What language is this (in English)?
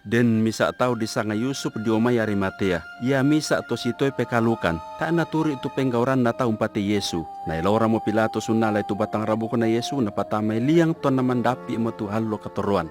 Toraja-Sa'dan